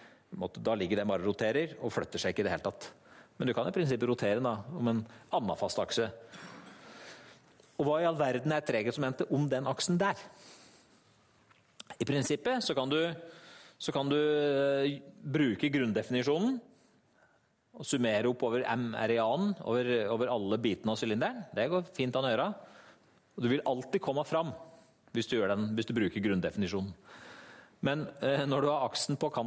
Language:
Norwegian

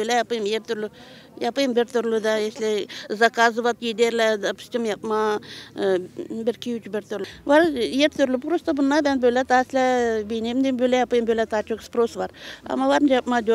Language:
Gagauz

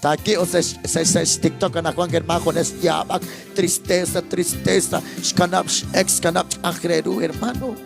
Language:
Kekchí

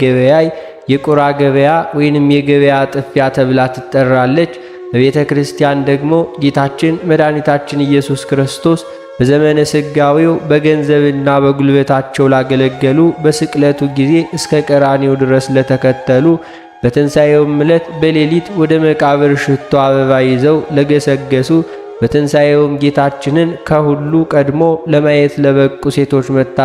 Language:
Amharic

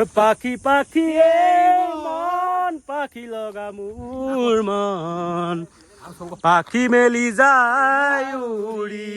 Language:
Assamese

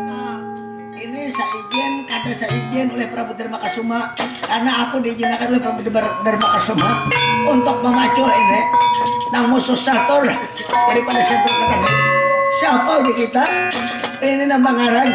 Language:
Banjar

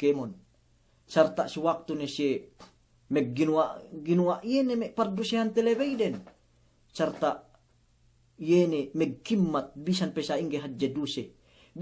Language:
Yakan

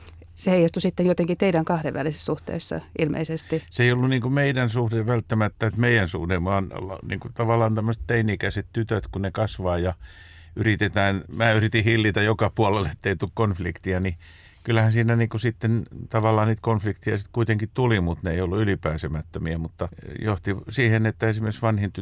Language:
Finnish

